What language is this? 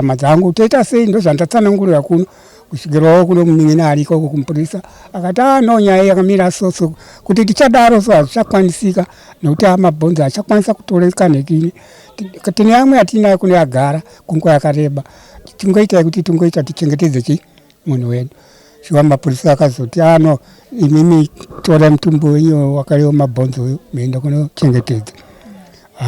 Shona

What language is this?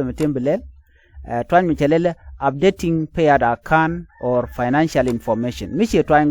Nuer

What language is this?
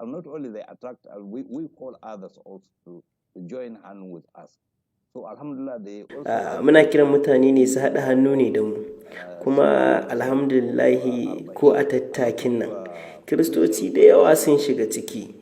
Hausa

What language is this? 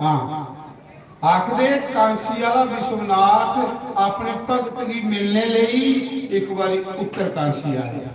Dogri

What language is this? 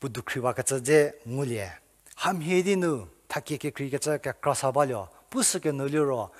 Angami Naga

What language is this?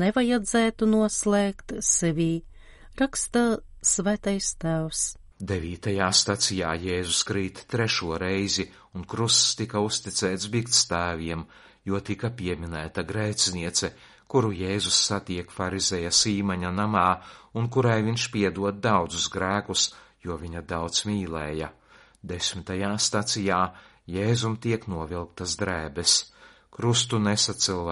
Latvian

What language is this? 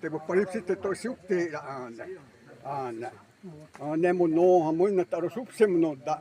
Xavánte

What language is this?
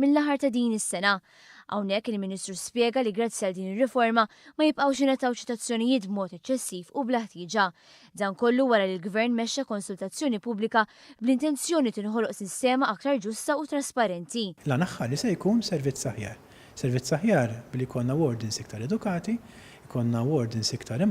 Maltese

